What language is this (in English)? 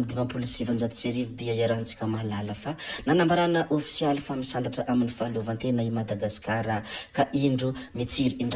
Malagasy